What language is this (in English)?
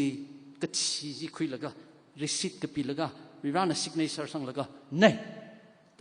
Tangkhul Naga (India)